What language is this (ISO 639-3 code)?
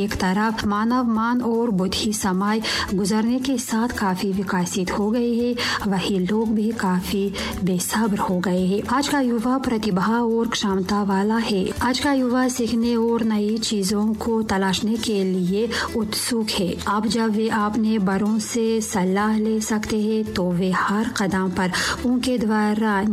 hin